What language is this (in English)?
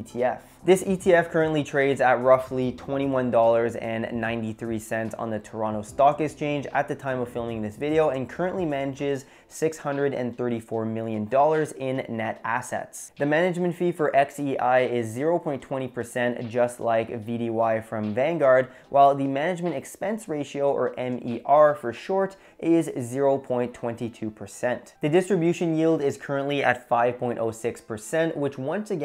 English